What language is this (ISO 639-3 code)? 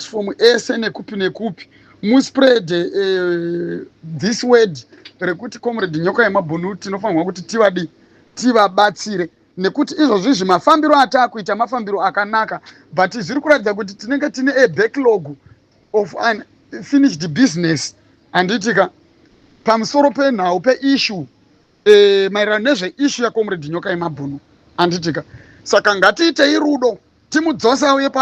sna